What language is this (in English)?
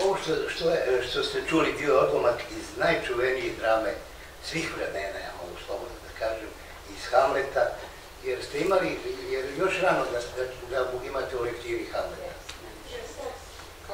Serbian